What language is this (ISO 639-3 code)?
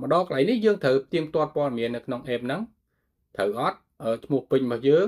khm